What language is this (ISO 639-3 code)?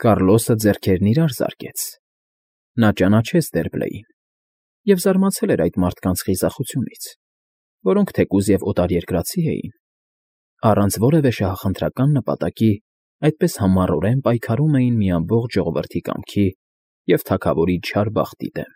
hye